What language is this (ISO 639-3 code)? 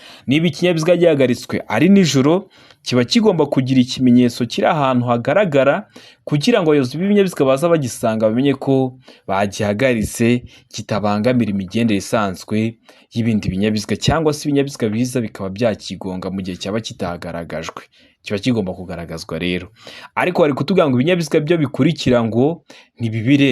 kin